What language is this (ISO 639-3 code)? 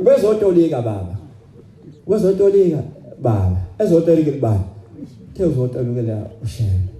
zul